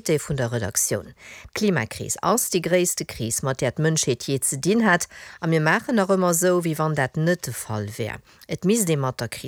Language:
Luxembourgish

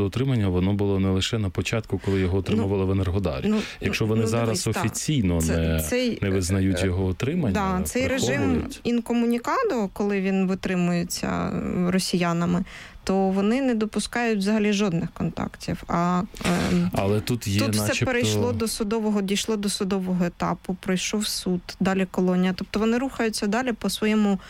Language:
Ukrainian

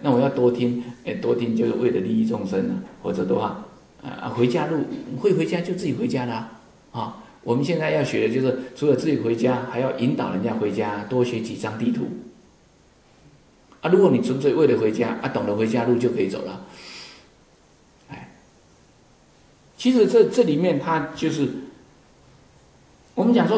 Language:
Chinese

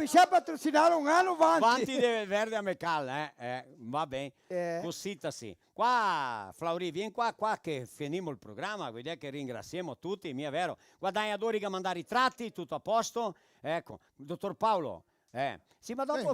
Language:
Venetian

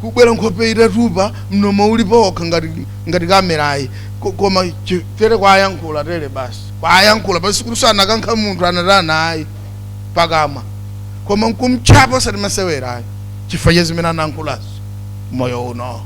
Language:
Nyanja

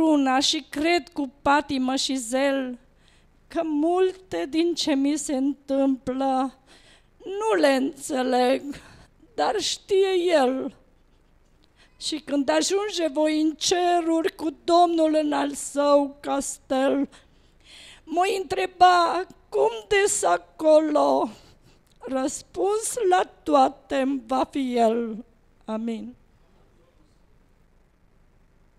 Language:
Romanian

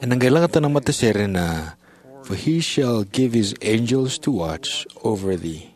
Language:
Fijian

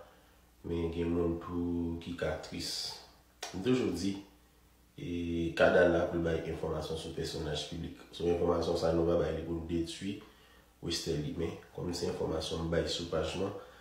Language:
Haitian Creole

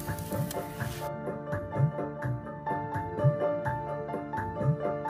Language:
Persian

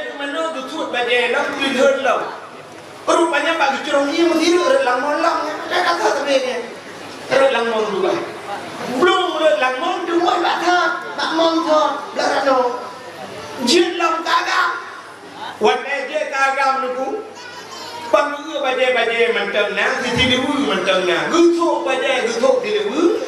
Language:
Achinese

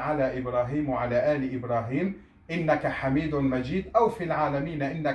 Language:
Kurdish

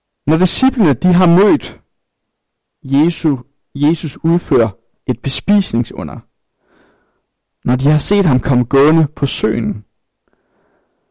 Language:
Danish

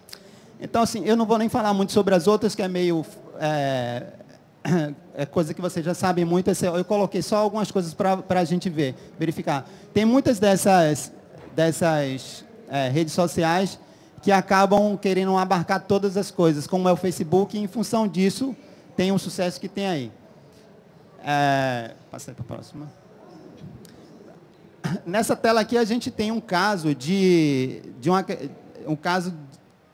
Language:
Portuguese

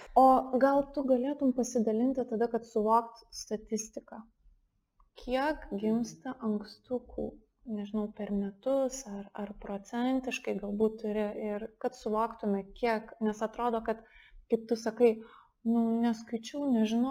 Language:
Lithuanian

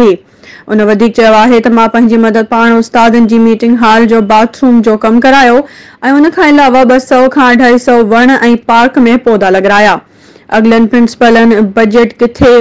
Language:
Sindhi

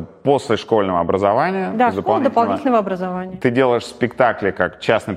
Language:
Russian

